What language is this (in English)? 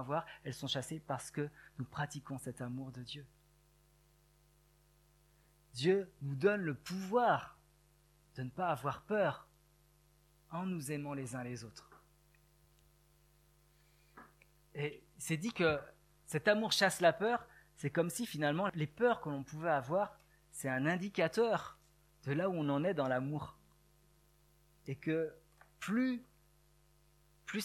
French